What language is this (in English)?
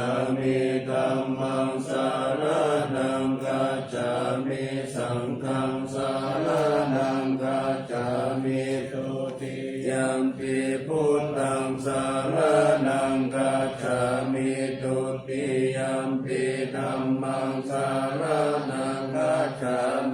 Pali